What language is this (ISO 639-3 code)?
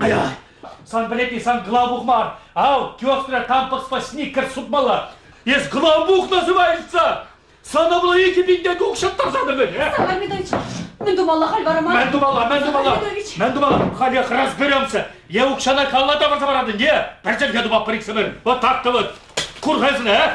chv